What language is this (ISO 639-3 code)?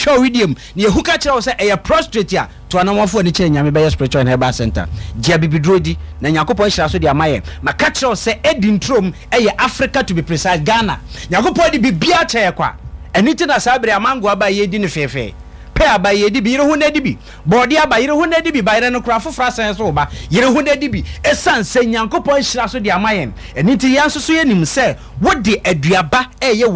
aka